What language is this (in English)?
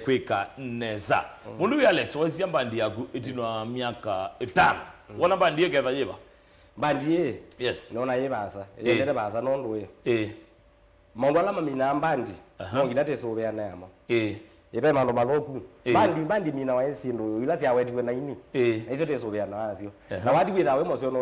Kamba